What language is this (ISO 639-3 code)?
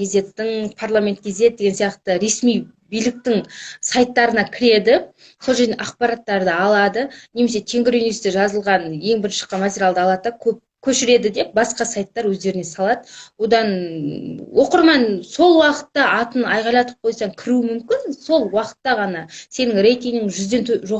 kaz